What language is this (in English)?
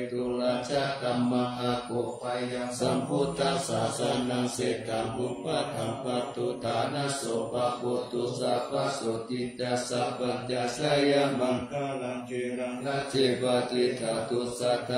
Pali